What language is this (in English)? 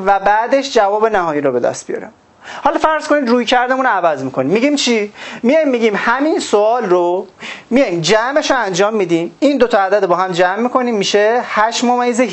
Persian